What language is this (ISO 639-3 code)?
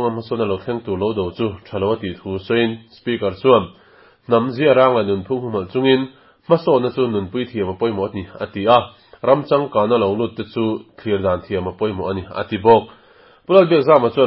lus